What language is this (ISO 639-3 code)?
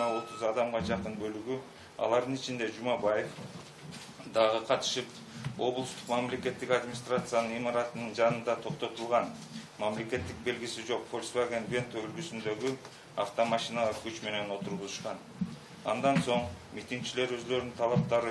kir